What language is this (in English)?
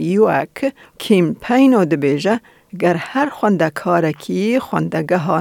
Kurdish